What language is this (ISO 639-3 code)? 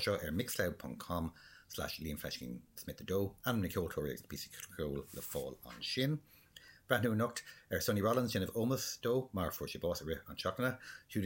gle